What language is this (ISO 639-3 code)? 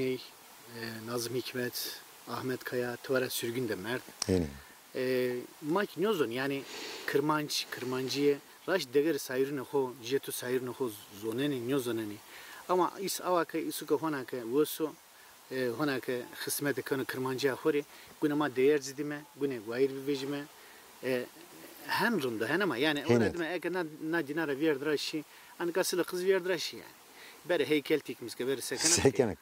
zza